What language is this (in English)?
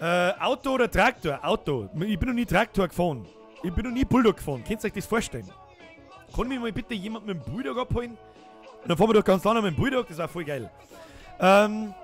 Bavarian